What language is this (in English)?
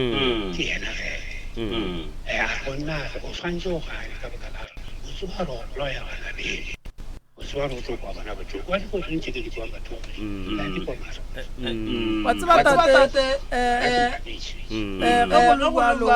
Northern Sotho